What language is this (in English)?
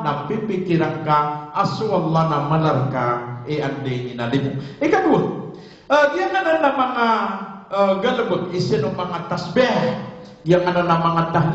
Maranao